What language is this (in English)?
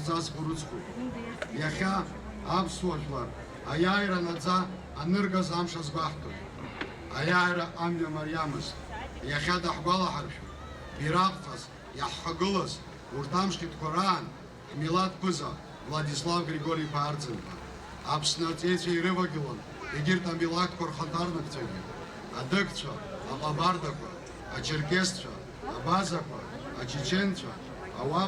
Abkhazian